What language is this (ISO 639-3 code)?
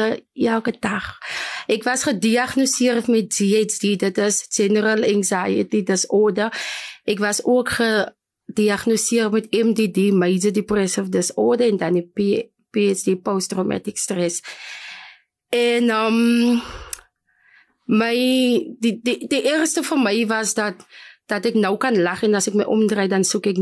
afr